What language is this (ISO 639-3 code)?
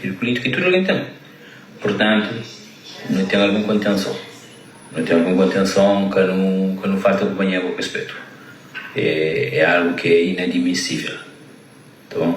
kea